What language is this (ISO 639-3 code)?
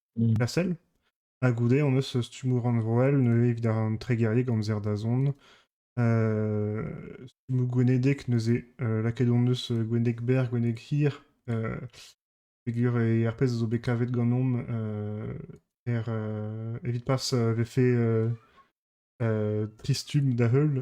bre